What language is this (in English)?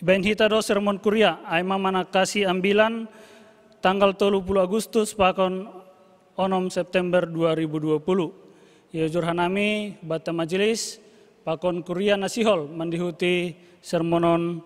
Batak Simalungun